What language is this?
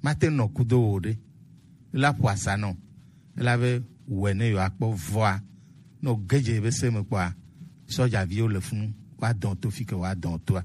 Gen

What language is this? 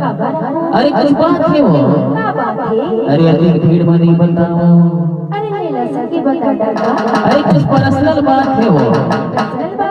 Chhattisgarhi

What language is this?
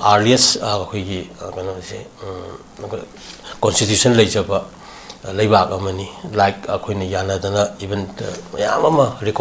Manipuri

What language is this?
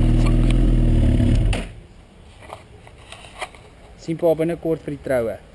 Afrikaans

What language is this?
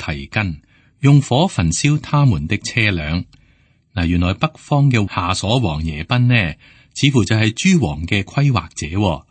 Cantonese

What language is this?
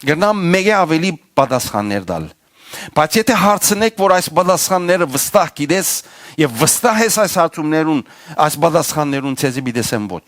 Western Armenian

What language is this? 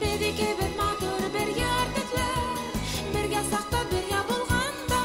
Bashkir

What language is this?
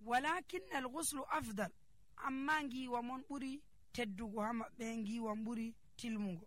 Nigerian Fulfulde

